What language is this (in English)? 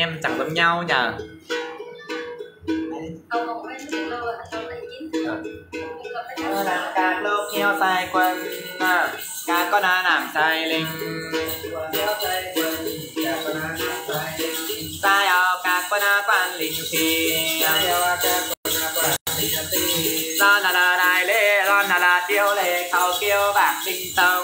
Vietnamese